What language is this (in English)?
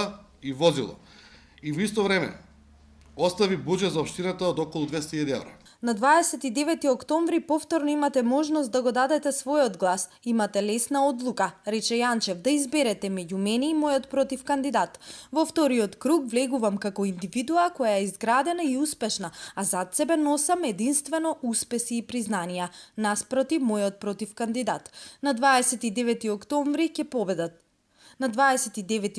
Macedonian